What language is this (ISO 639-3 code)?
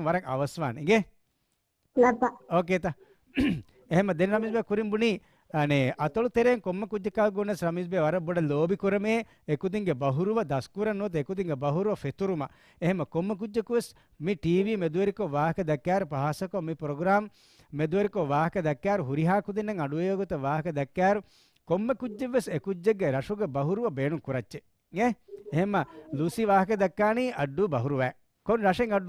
div